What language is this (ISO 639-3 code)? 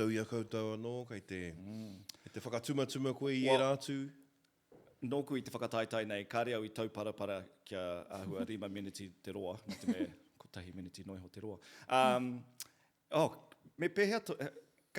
mri